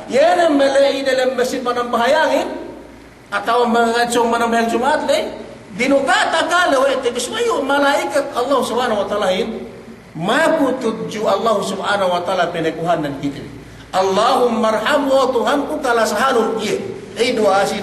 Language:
Yakan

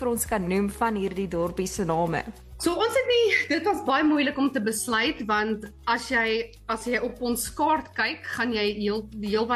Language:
Afrikaans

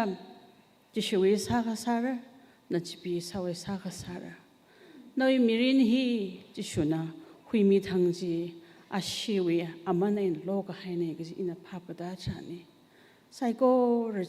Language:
Tangkhul Naga (India)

